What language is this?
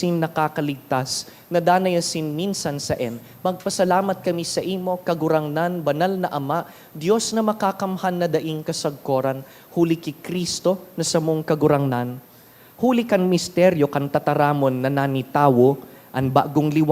Bikol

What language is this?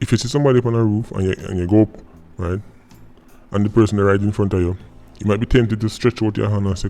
Jamaican Creole English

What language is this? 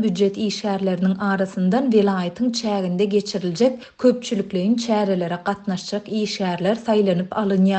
Turkmen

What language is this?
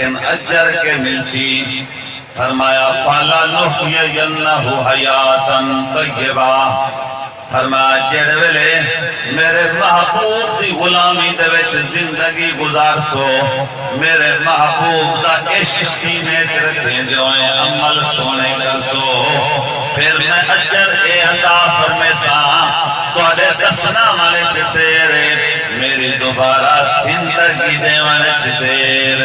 Saraiki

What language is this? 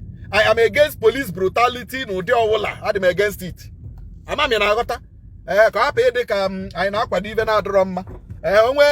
Igbo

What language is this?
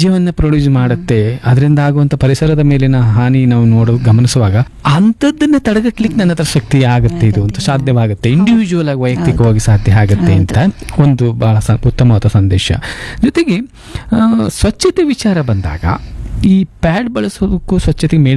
Kannada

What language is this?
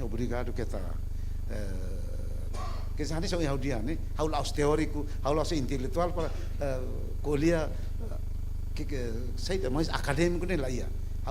Tetum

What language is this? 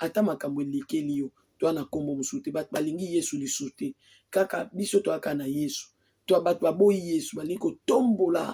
Lingala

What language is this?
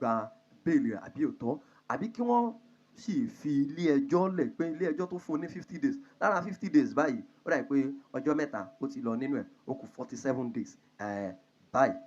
Yoruba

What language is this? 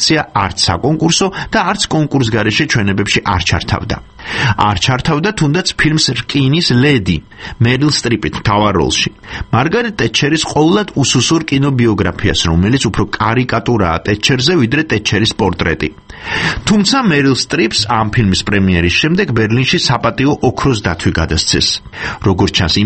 Georgian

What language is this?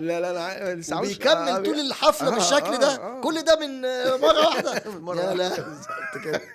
Egyptian Arabic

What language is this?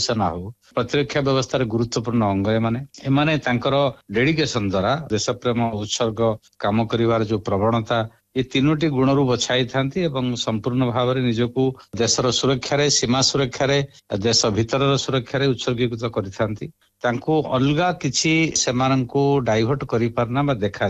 Odia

